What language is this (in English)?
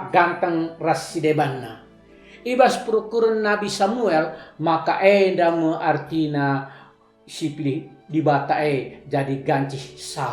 Batak Karo